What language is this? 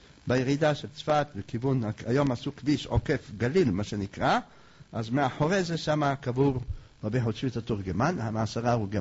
Hebrew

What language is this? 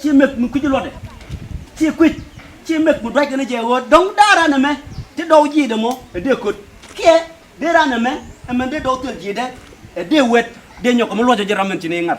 Nuer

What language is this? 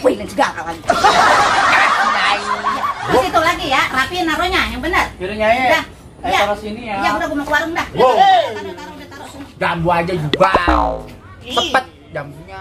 Betawi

